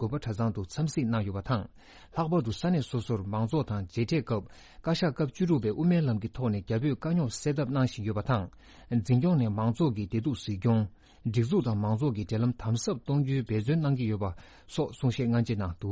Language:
Tibetan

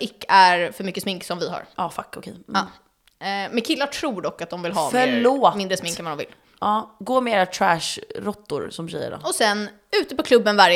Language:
Swedish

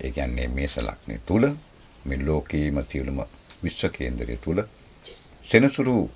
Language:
Sinhala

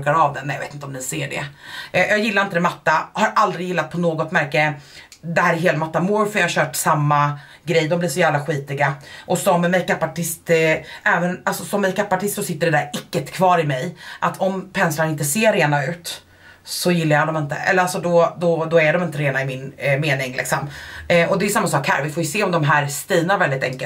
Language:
Swedish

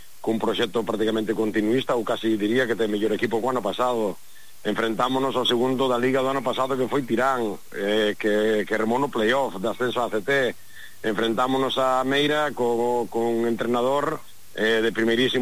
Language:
Galician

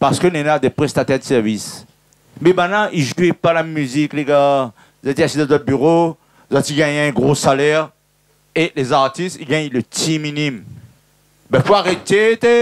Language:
Réunion Creole French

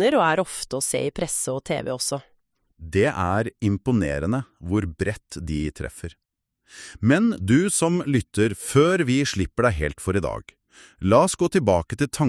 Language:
Norwegian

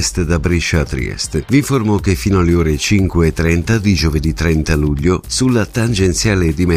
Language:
Italian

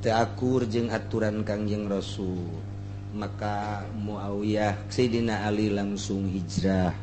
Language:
Sundanese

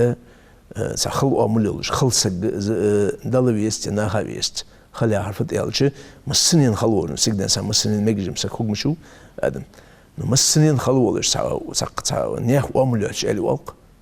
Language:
Ingush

